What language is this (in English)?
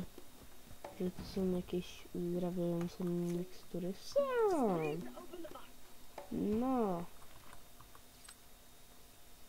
Polish